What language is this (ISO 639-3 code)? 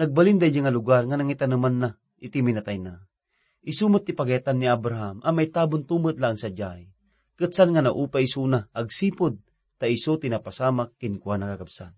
ilo